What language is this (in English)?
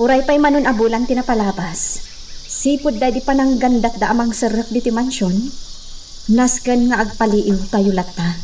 Iloko